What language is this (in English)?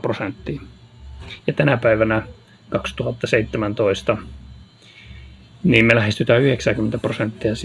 Finnish